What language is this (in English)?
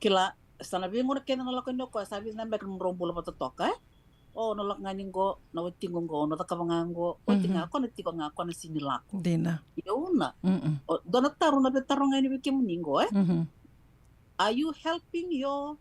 Fijian